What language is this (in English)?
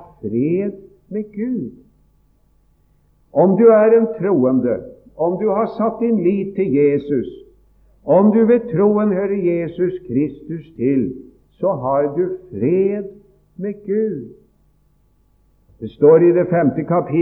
Norwegian